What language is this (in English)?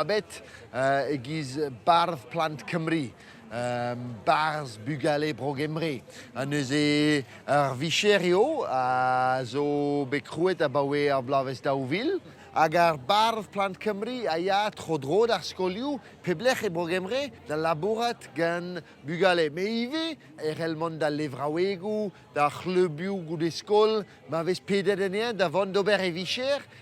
Breton